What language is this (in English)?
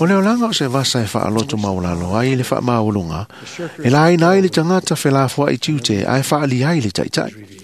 Samoan